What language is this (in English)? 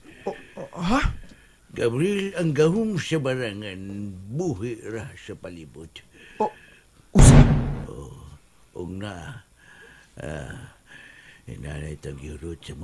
Cebuano